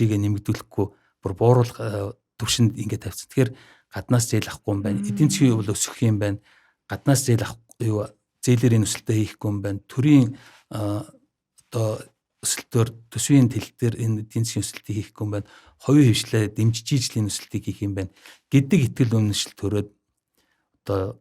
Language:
Mongolian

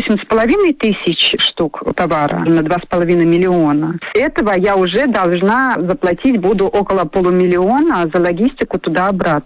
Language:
Russian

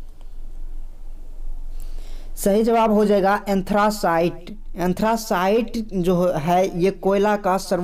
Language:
Hindi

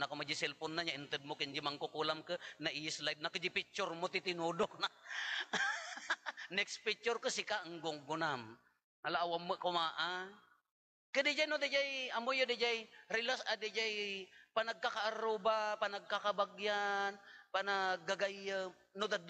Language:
Iloko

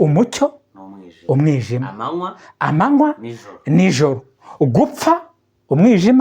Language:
Kinyarwanda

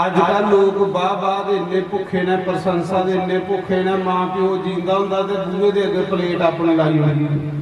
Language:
Dogri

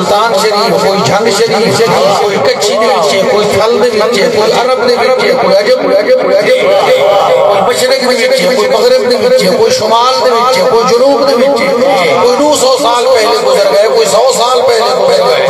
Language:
Saraiki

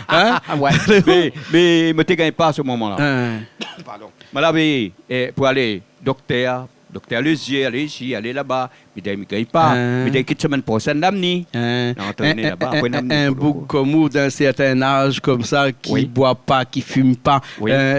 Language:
Réunion Creole French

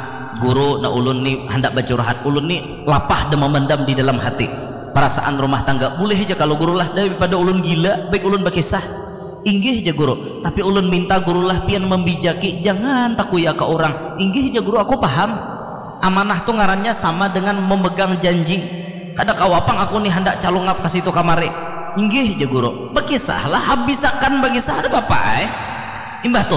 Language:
Banjar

